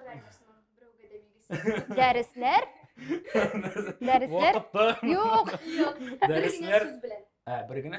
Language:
Tatar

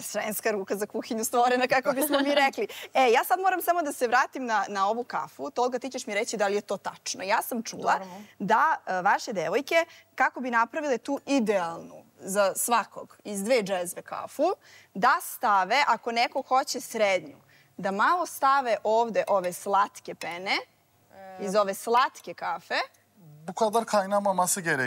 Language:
Serbian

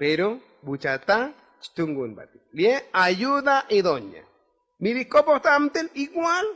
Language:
Tzotzil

